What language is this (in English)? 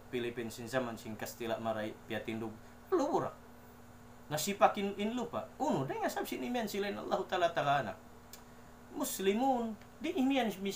Tausug